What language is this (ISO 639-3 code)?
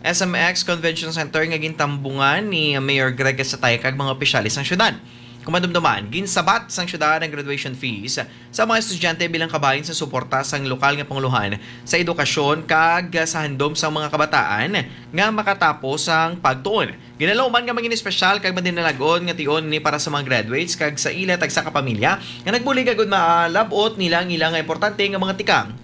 hil